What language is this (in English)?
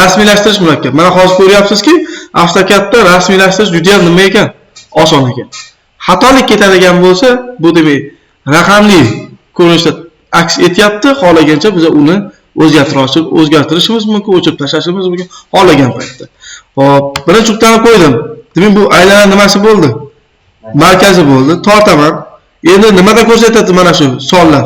Uzbek